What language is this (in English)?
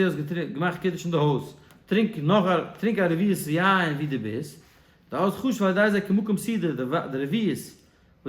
Yiddish